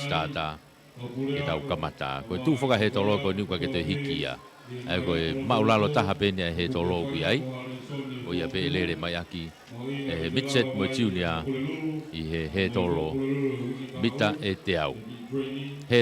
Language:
Tongan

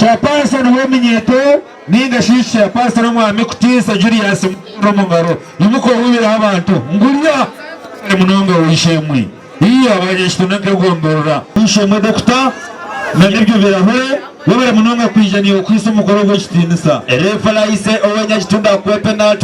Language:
Nyankole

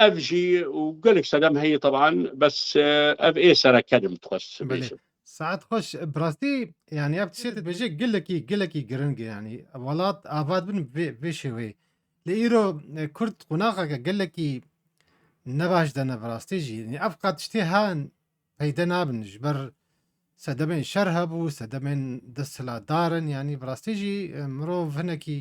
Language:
Kurdish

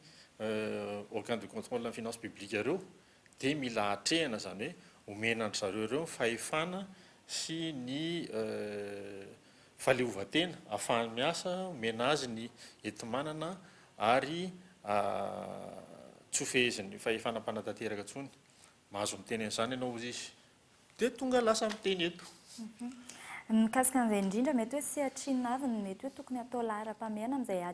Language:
Malagasy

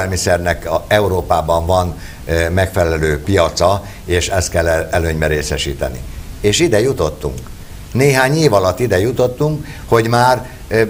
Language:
Hungarian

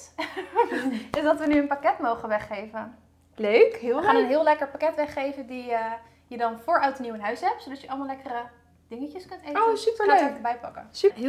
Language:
Dutch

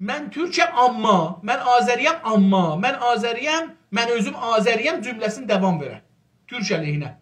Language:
South Azerbaijani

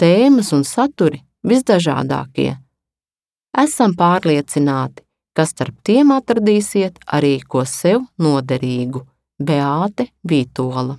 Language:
Latvian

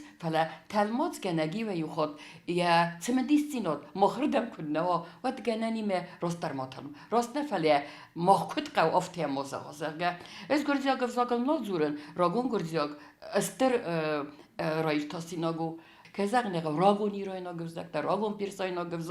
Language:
Ossetic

